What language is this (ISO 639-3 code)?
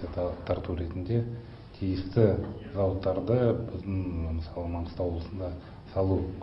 kaz